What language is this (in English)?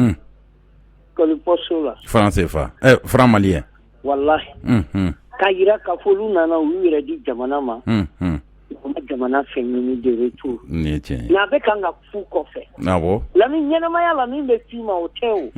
Bambara